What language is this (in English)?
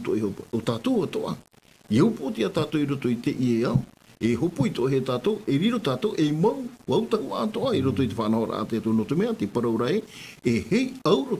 Tahitian